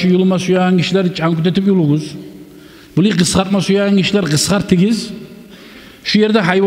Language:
Kumyk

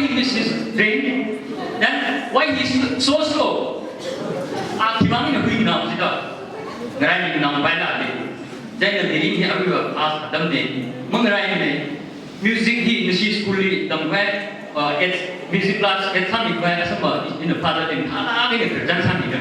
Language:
Tangkhul Naga (India)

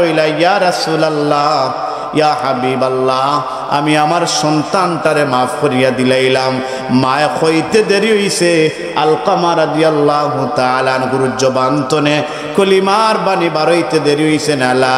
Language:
Sylheti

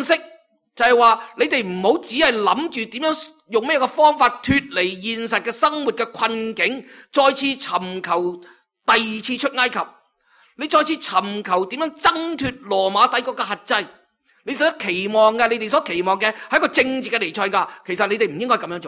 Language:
Cantonese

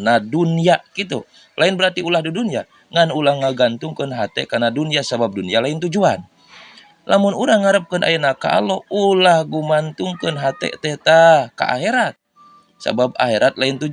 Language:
Sundanese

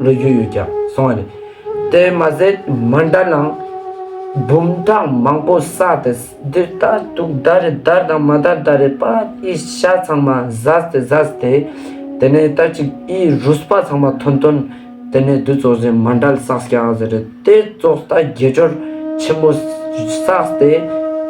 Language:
Ladakhi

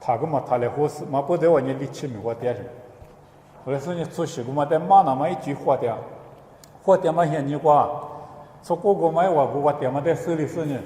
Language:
Lisu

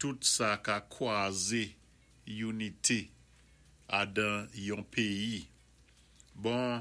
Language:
Saint Lucian Creole French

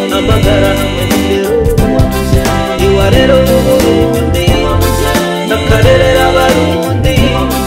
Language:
Rundi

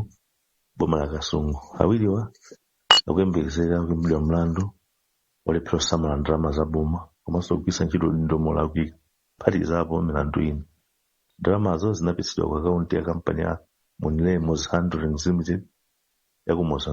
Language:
Nyanja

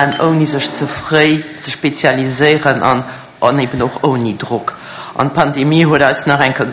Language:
Luxembourgish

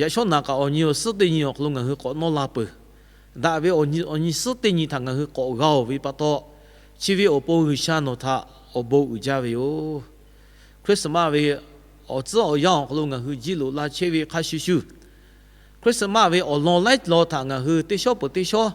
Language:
Lahu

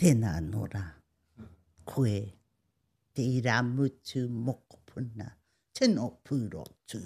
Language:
Māori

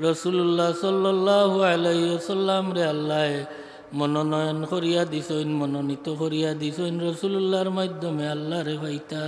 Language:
Sylheti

